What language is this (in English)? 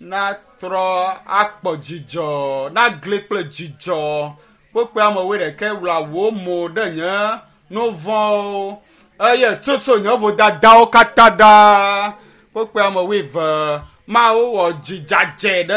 Ewe